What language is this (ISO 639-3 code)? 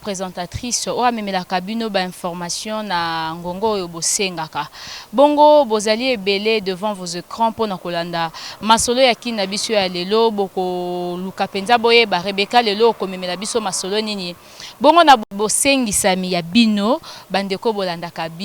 lin